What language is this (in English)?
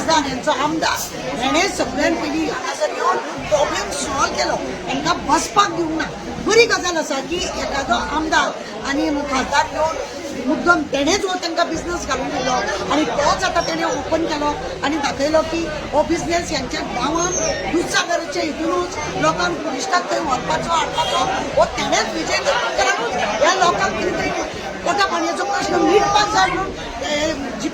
Konkani